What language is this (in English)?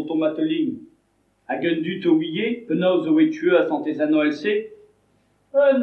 Breton